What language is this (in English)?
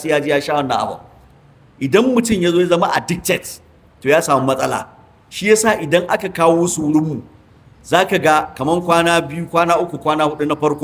Hausa